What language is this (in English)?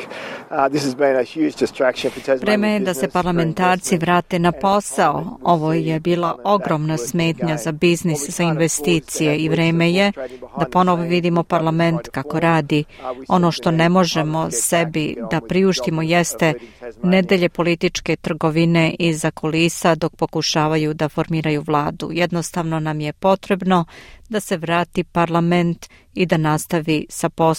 Serbian